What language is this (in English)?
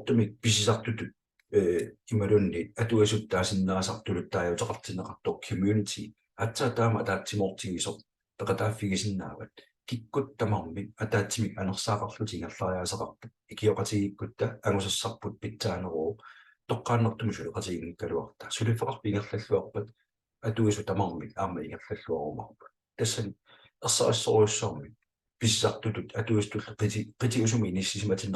Kalaallisut